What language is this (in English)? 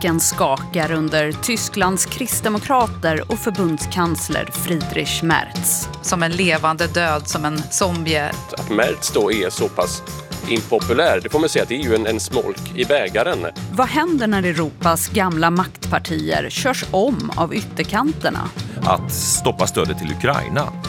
Swedish